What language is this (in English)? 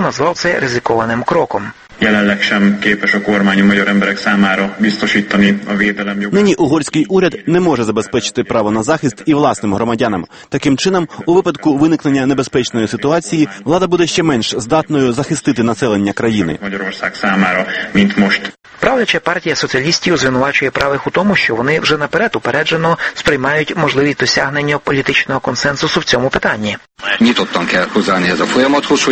Ukrainian